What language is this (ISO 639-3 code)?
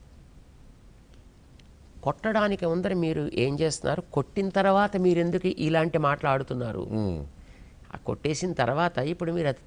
tel